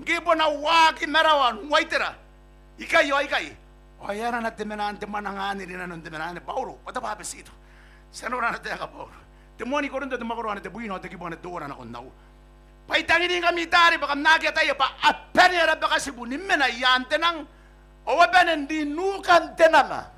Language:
Gilbertese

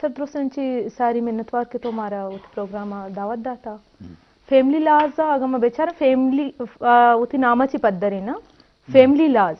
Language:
Eastern Balochi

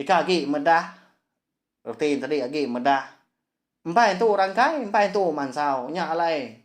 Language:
Iban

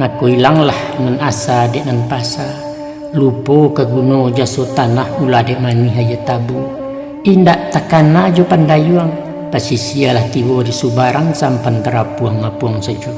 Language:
Minangkabau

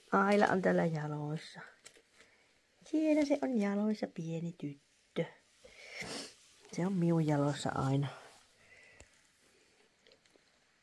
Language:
Finnish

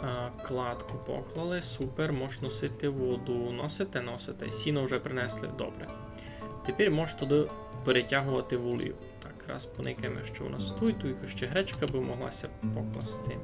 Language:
Rusyn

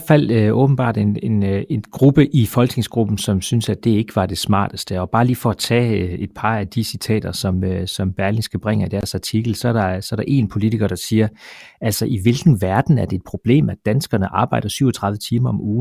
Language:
Danish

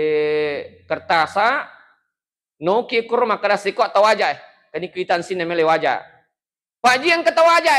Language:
Buginese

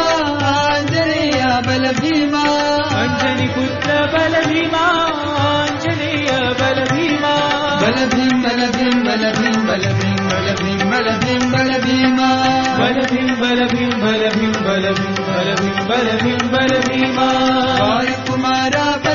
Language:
Telugu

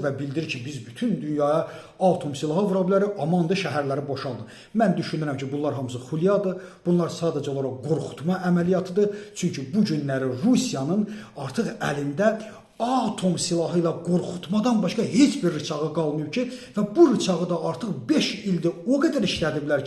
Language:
Azerbaijani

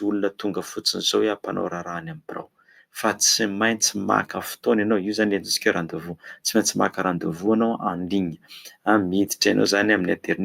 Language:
Malagasy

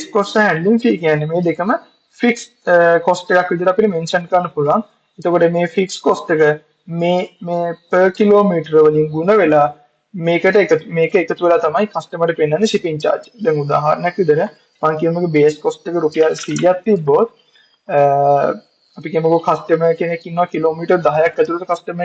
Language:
Sinhala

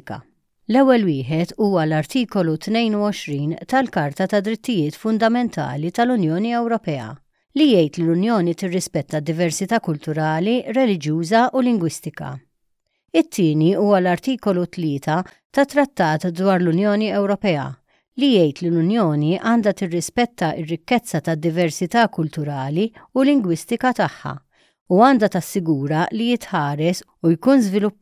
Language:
Maltese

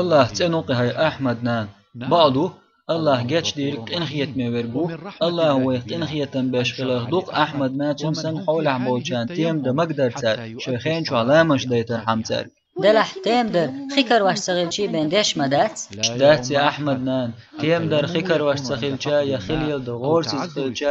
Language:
Chechen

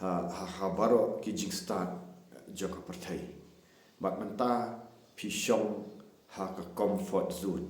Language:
Khasi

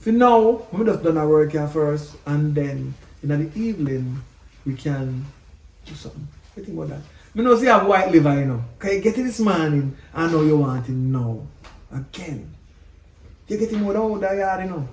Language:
Jamaican Creole English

